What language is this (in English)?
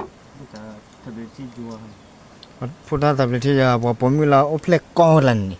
S'gaw Karen